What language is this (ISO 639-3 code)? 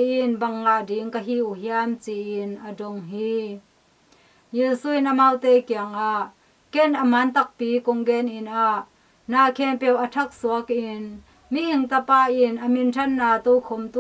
ctd